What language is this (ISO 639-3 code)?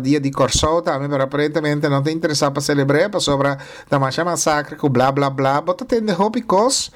pap